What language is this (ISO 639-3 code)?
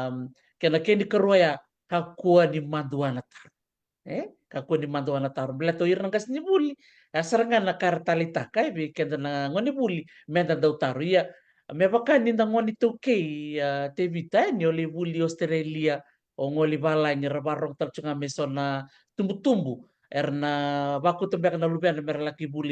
fij